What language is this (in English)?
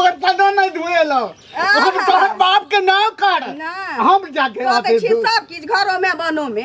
Maithili